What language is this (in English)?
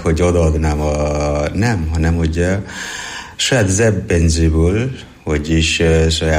Hungarian